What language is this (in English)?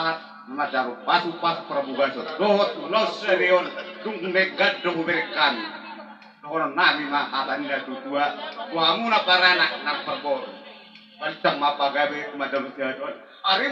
Batak Toba